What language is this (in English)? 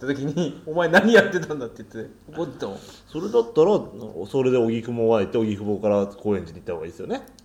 Japanese